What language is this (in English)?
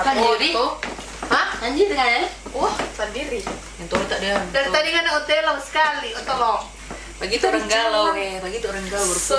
Manado Malay